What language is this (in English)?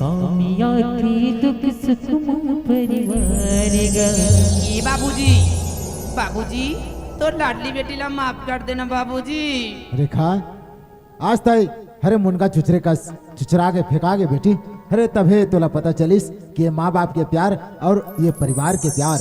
Chhattisgarhi